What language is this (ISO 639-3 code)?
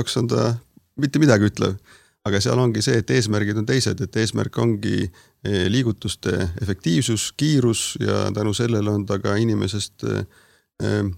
est